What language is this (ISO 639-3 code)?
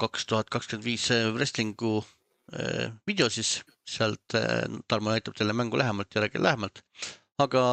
est